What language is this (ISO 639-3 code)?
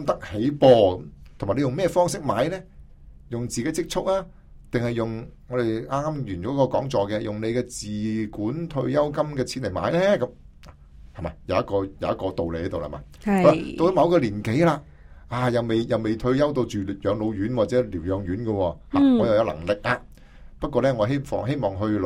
yue